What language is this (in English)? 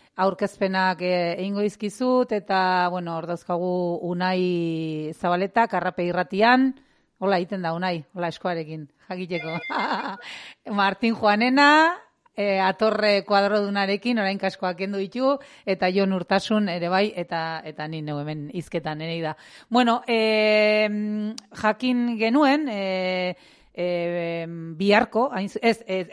Basque